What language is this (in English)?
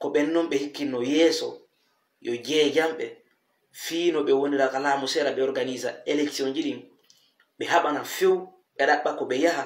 Fula